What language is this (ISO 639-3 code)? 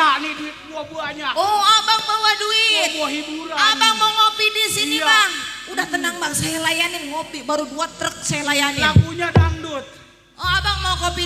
bew